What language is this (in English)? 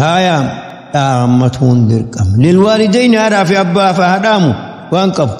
Oromo